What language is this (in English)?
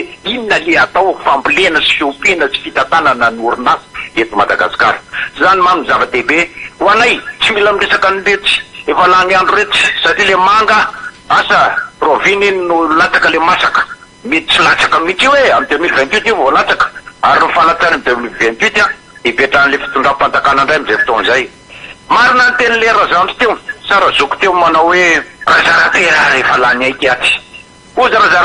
Malagasy